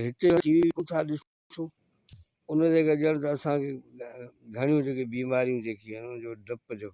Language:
Sindhi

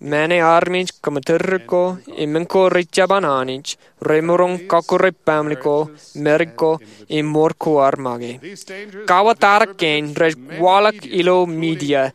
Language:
Marshallese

